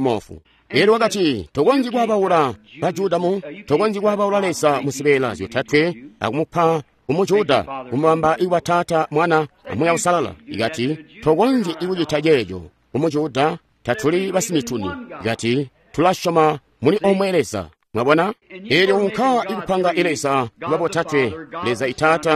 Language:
Tonga (Zambia)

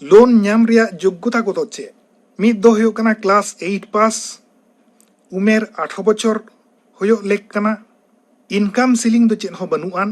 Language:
Santali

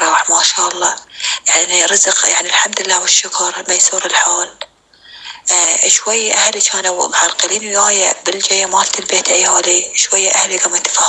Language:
North Levantine Arabic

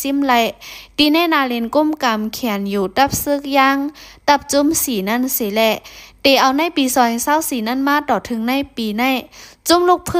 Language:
Shan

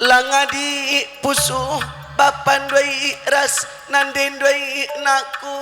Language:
Batak Karo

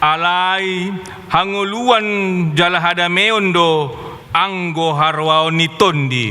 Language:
Batak Toba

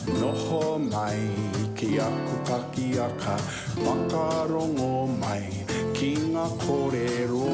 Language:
Māori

